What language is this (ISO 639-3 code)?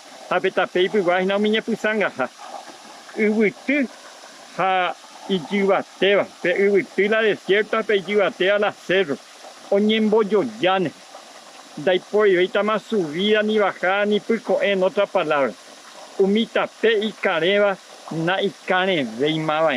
grn